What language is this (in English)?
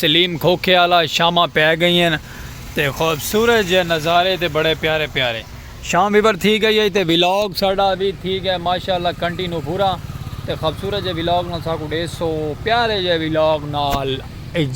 Saraiki